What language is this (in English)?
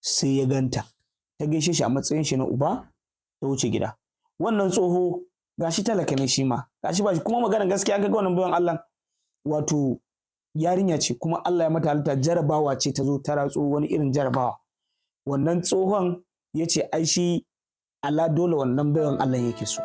Hausa